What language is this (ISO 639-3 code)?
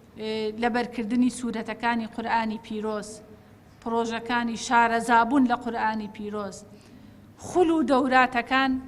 ckb